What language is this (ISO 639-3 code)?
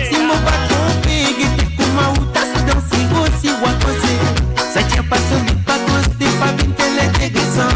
mfe